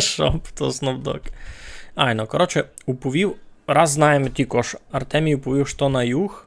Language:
Rusyn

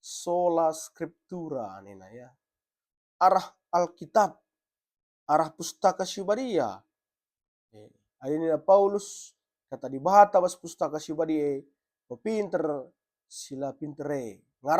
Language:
Batak Karo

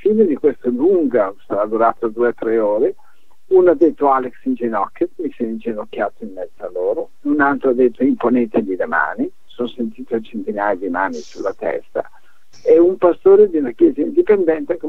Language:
Italian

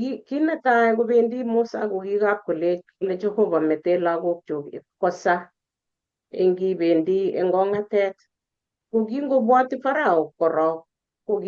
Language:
Kalenjin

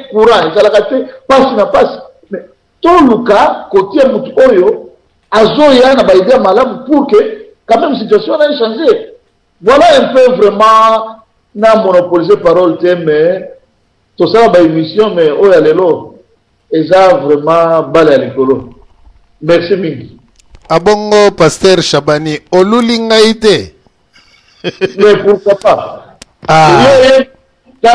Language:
Lingala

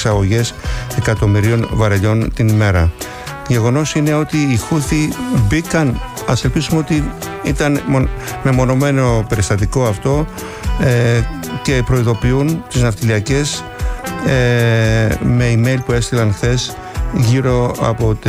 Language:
Greek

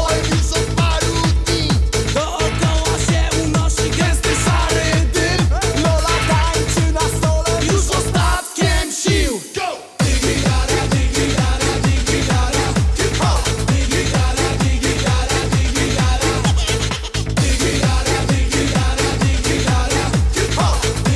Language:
Polish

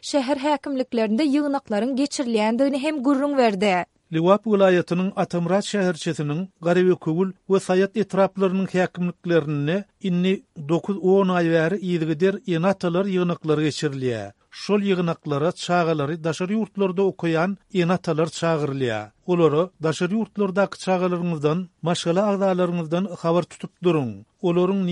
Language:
Turkmen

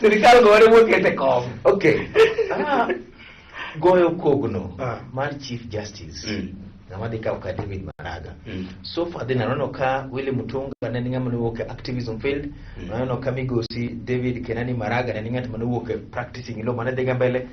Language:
Luo (Kenya and Tanzania)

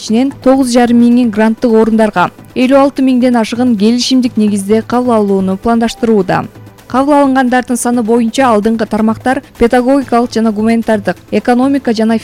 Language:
Kyrgyz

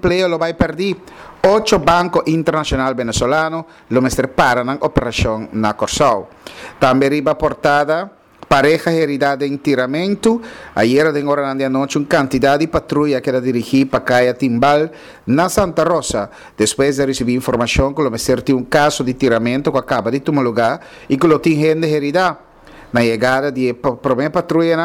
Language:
Papiamento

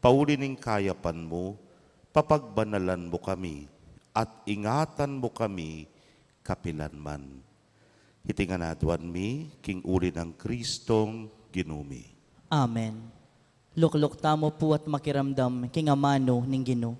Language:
Pampanga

